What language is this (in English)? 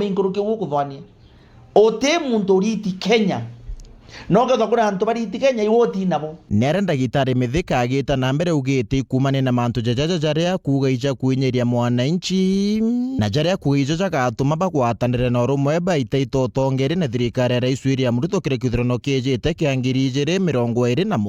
Meru